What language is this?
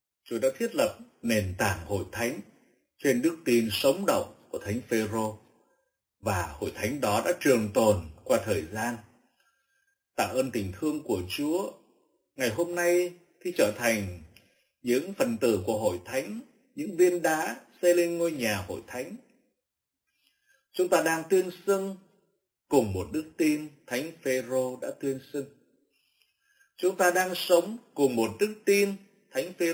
Vietnamese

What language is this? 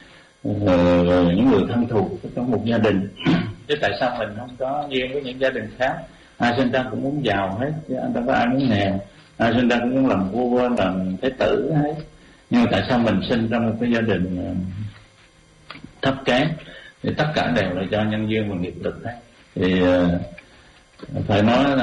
Vietnamese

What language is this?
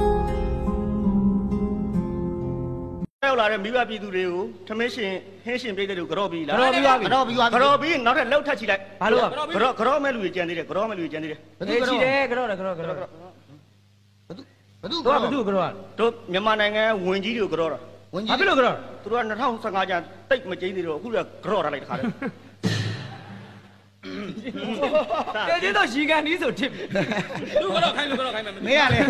Burmese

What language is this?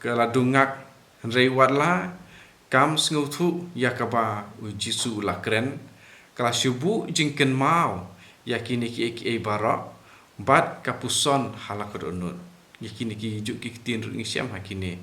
Khasi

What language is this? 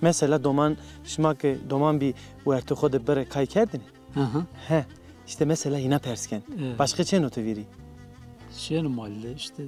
Zaza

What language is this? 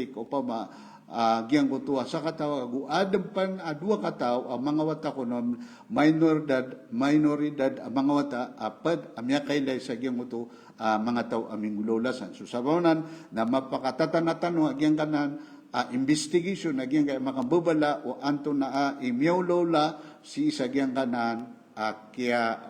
Maranao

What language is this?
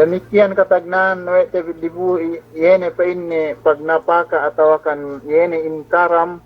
Yakan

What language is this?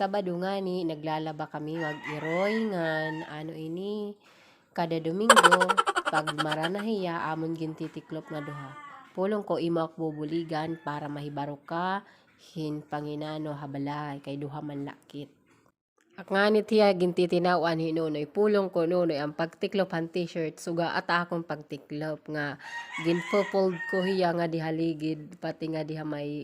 Waray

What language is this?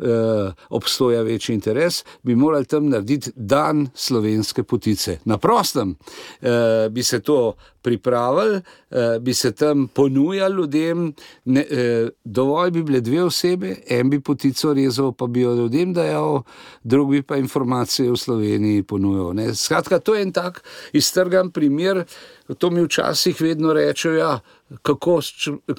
Slovenian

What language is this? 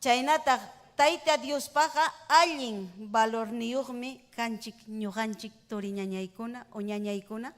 Ayacucho Quechua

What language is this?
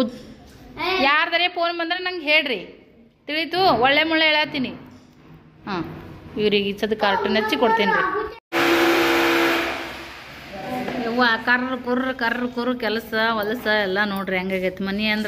Kannada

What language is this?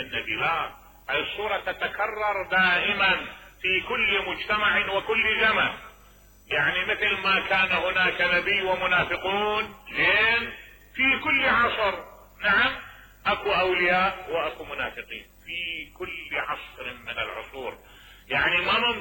Mesopotamian Arabic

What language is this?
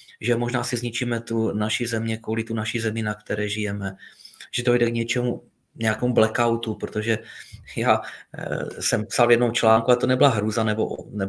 Czech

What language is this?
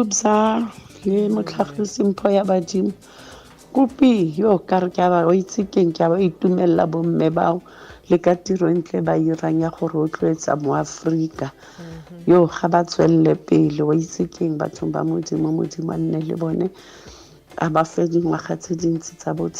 Tswana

